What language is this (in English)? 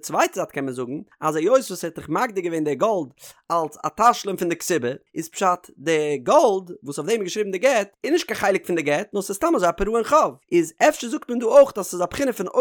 Yiddish